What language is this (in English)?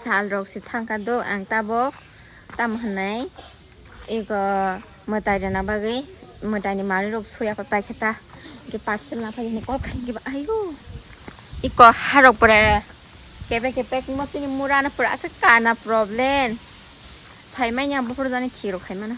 Kok Borok